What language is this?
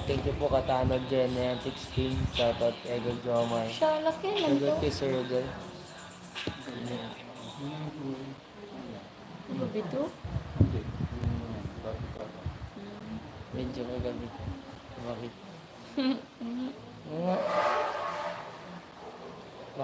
Filipino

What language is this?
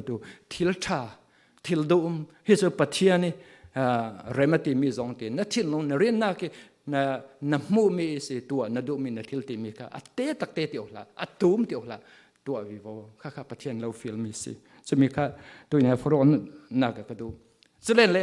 Falam Chin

